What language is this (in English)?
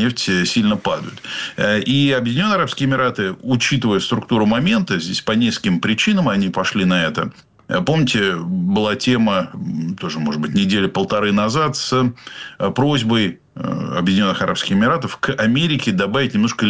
Russian